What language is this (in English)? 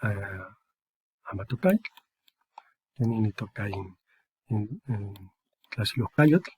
Eastern Huasteca Nahuatl